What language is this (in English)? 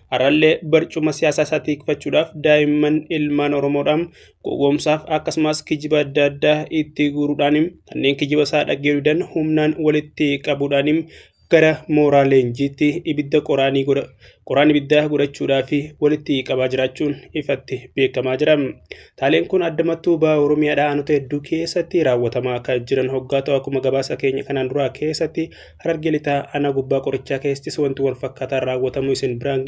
Oromo